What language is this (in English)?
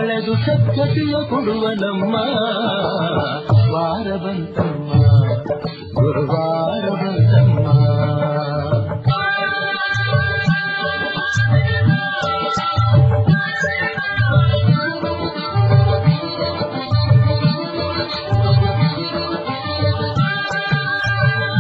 Kannada